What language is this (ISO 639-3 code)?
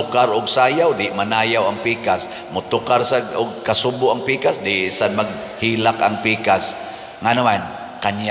ceb